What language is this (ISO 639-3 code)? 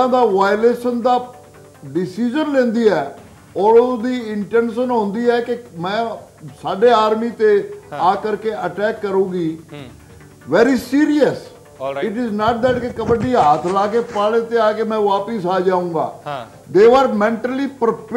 pan